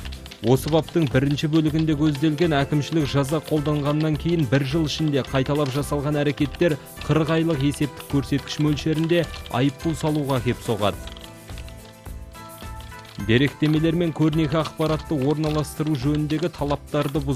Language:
Kazakh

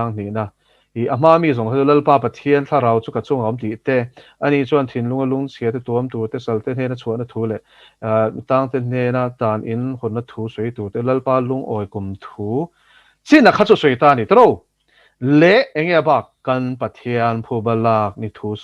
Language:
Mizo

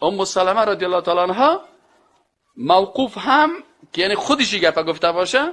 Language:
Persian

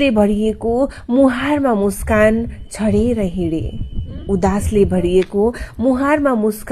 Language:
Nepali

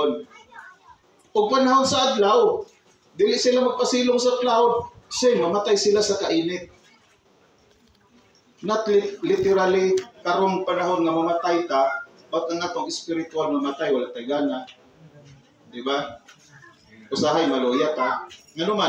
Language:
Cebuano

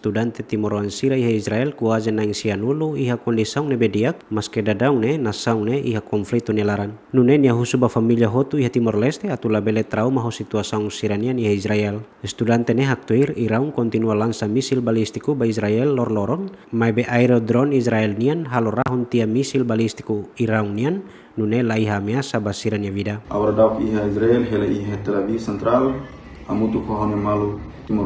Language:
Tetum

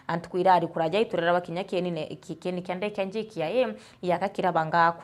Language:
Meru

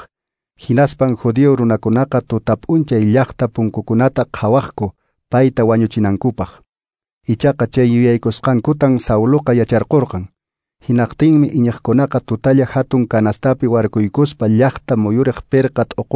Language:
Quechua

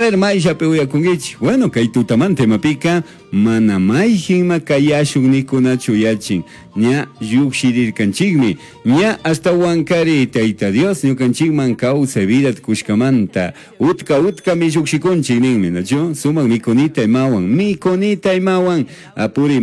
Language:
Chimborazo Highland Quichua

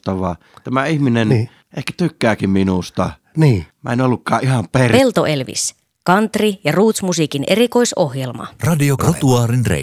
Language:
Finnish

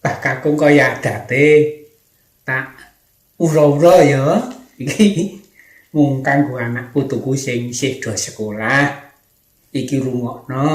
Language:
Javanese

